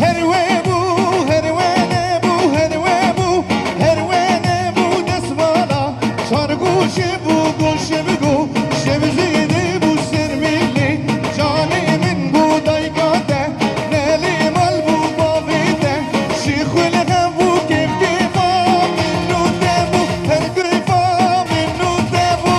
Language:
Kurdish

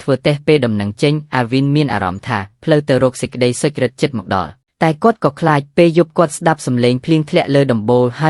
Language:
Khmer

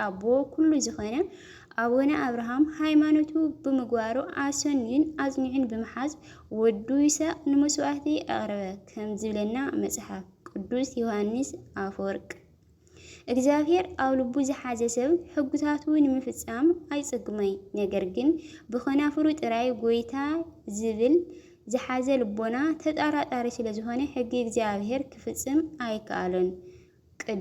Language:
Tigrinya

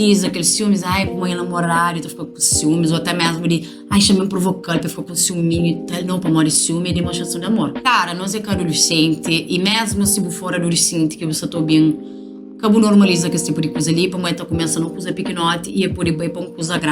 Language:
Kabuverdianu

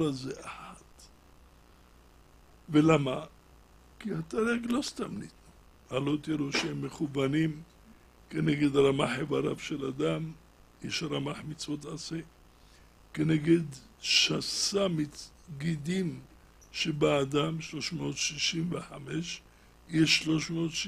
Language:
Hebrew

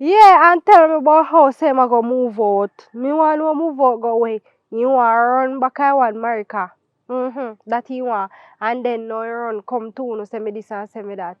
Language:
Jamaican Creole English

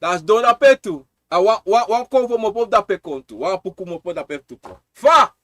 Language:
Sranan Tongo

